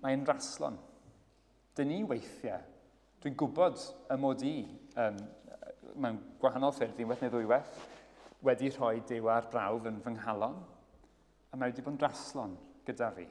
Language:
Welsh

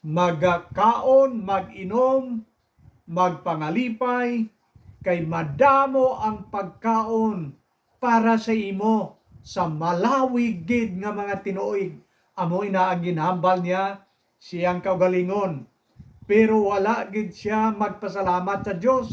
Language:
Hiligaynon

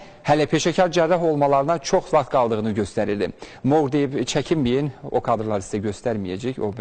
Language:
Azerbaijani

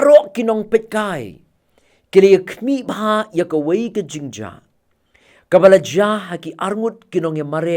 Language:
Khasi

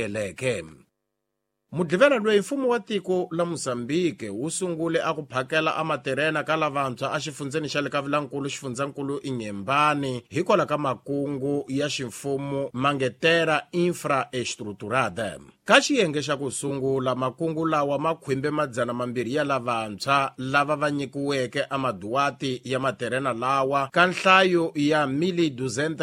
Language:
Tsonga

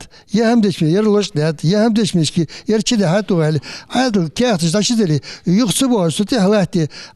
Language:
Ingush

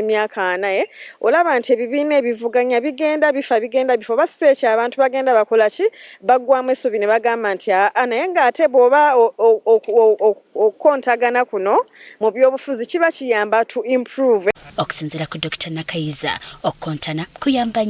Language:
Ganda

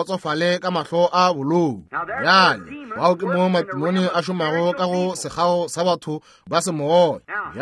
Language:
Northern Sotho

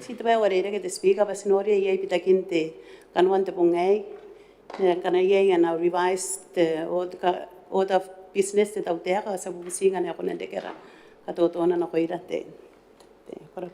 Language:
Gilbertese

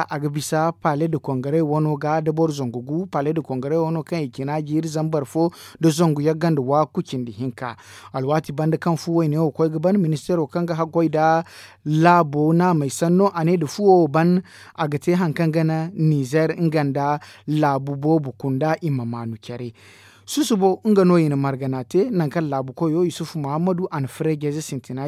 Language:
Zarma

